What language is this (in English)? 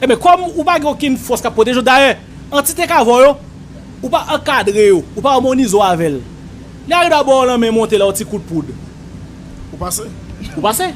Haitian Creole